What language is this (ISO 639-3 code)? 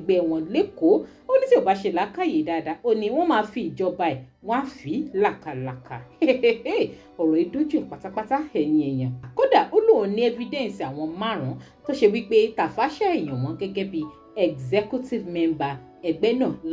yor